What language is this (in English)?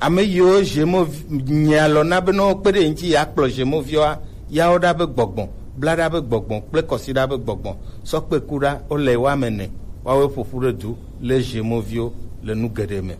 Gen